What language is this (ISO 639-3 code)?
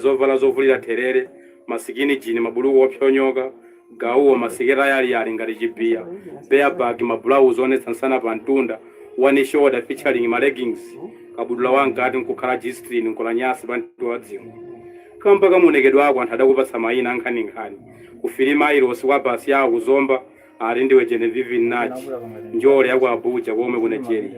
nya